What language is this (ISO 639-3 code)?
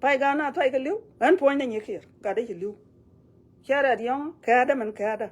nus